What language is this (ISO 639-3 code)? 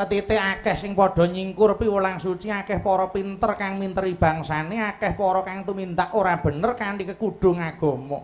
jav